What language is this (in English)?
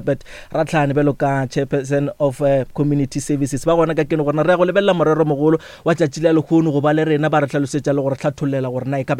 Northern Sotho